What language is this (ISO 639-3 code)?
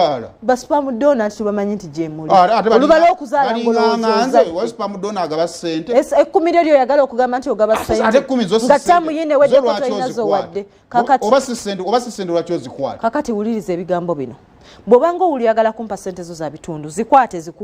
lug